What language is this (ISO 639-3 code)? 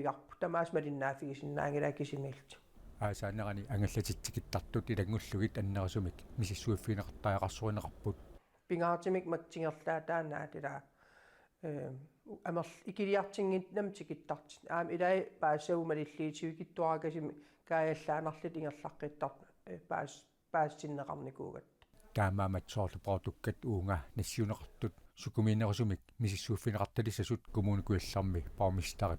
kal